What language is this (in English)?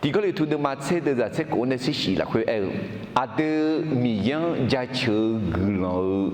Akha